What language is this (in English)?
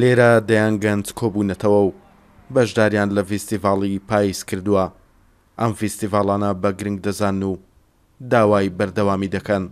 Central Kurdish